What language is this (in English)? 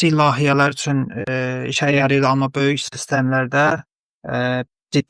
Azerbaijani